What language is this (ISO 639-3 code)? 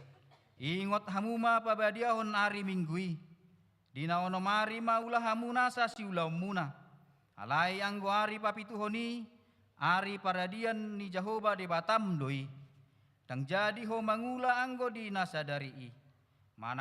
bbc